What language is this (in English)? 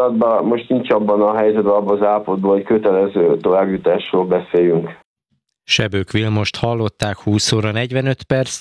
Hungarian